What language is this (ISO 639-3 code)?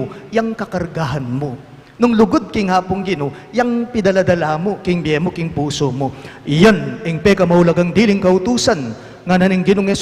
pam